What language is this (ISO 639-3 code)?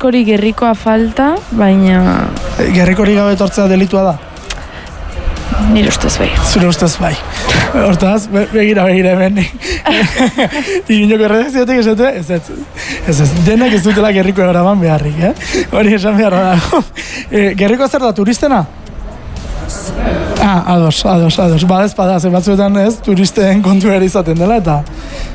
eus